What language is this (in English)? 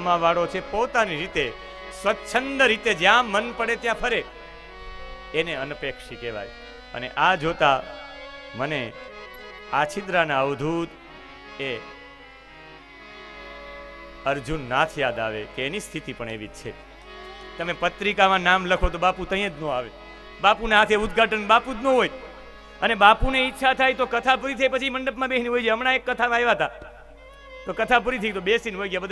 Gujarati